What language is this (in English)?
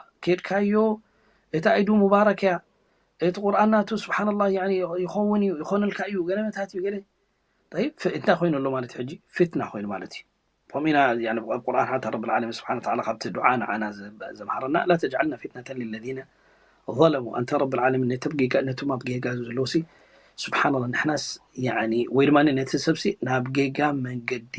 Tigrinya